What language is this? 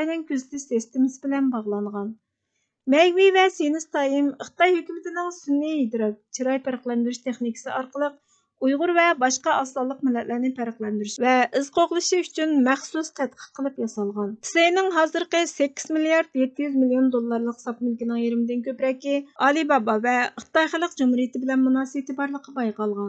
Uyghur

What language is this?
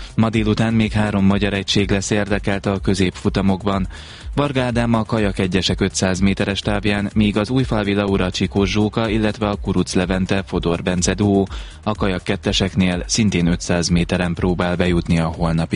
Hungarian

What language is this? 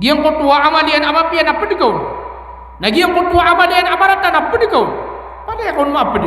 Maranao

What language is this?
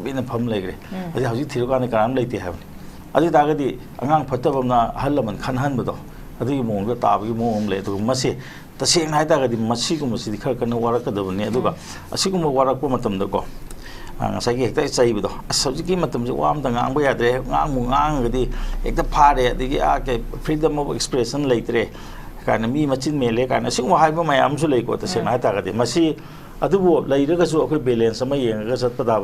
Manipuri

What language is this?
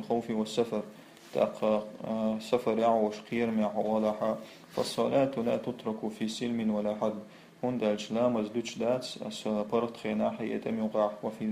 Chechen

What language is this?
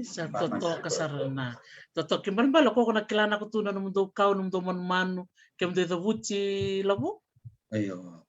Fijian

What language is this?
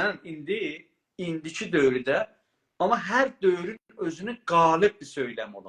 South Azerbaijani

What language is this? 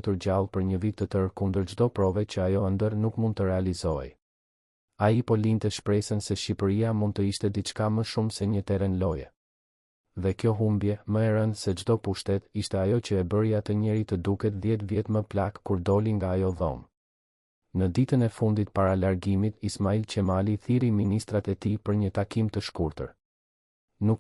Albanian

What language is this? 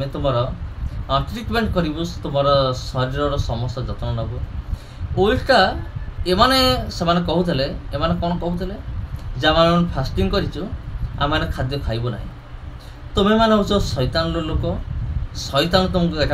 Odia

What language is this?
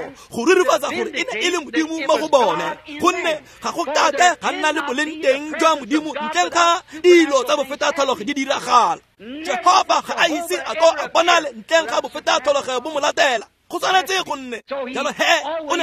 Tswana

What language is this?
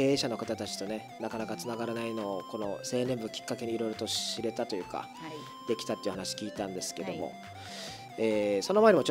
Japanese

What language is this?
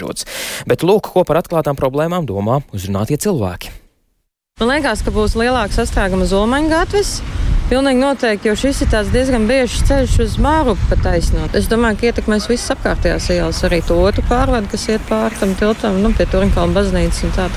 Latvian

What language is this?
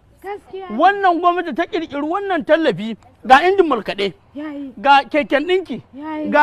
Hausa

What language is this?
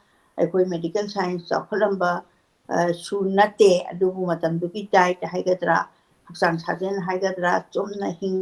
Manipuri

